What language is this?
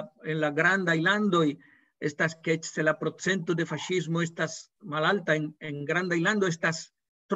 Esperanto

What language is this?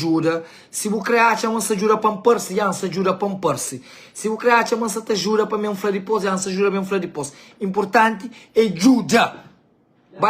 Kabuverdianu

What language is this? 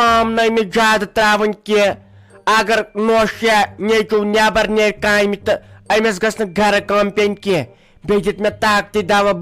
Kashmiri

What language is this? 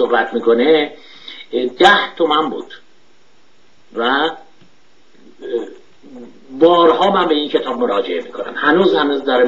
Persian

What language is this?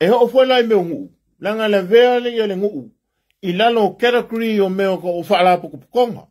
Samoan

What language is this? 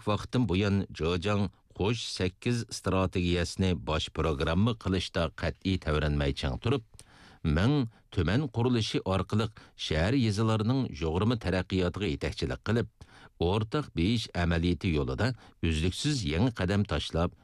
Uyghur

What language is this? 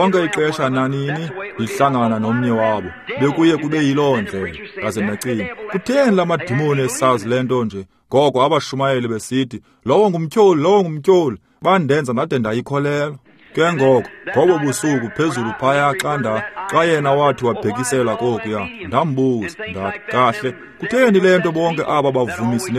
Xhosa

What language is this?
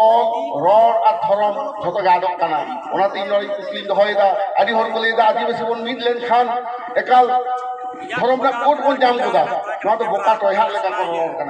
Santali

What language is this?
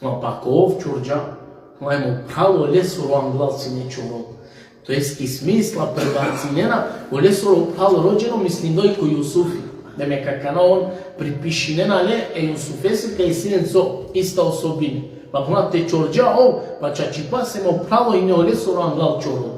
Balkan Romani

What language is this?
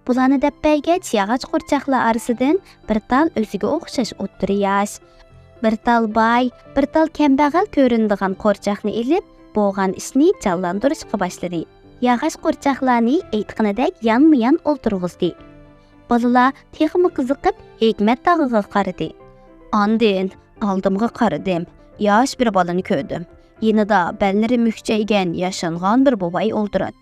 Uyghur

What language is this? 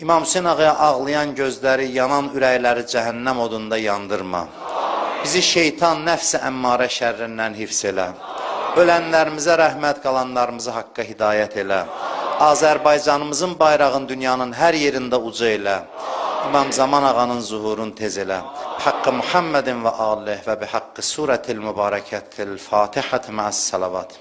Azerbaijani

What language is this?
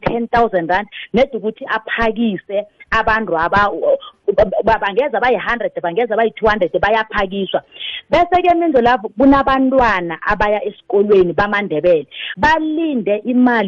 South Ndebele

